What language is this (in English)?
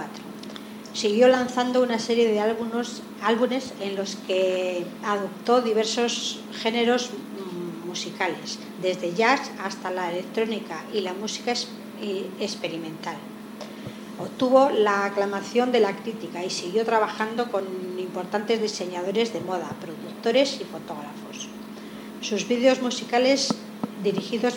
Spanish